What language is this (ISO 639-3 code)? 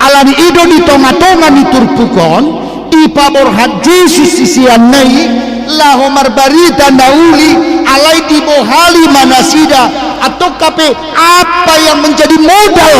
bbc